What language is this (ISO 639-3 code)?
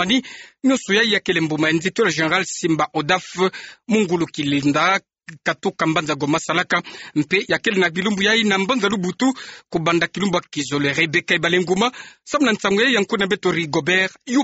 ktu